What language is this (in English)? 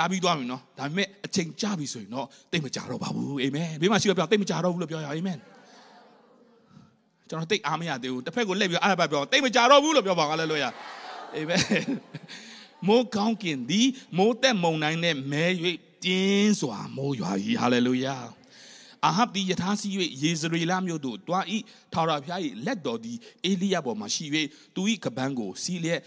Burmese